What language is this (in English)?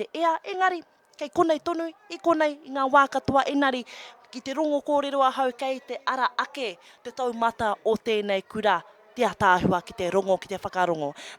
Māori